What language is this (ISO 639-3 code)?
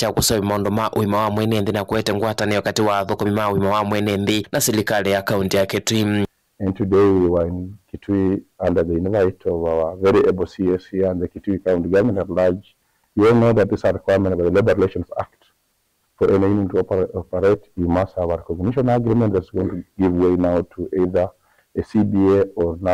kam